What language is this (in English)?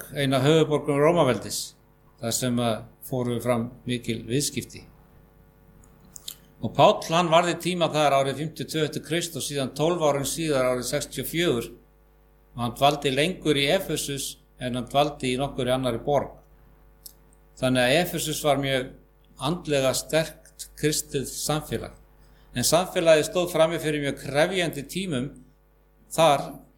Icelandic